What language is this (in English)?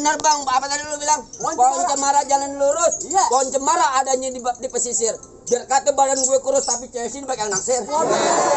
Betawi